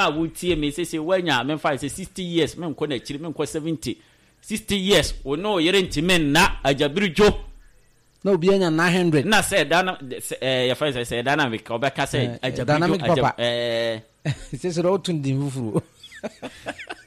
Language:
Akan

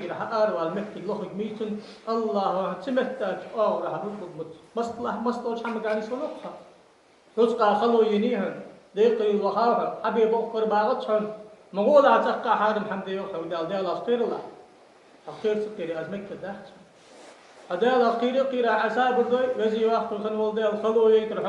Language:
Ingush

